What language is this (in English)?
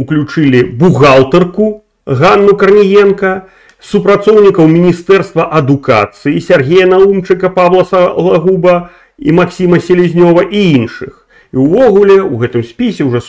Belarusian